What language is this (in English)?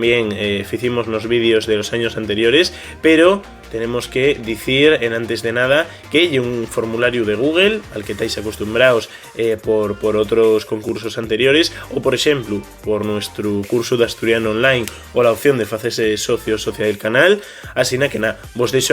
Asturian